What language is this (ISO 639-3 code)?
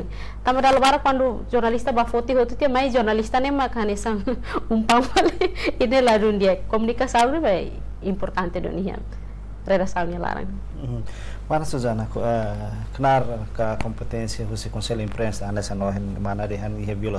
tet